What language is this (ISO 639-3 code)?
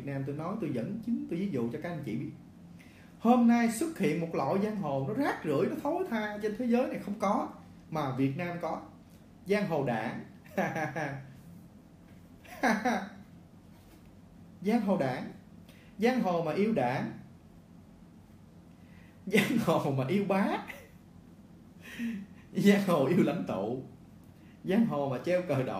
vie